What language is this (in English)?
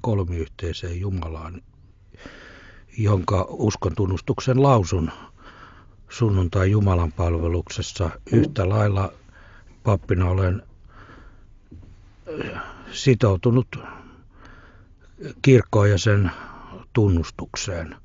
Finnish